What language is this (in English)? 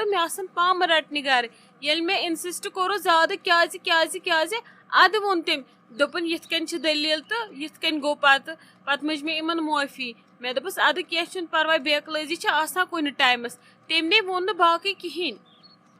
Kashmiri